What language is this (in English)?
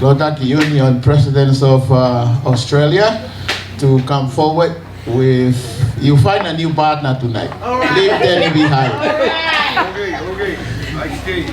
Tongan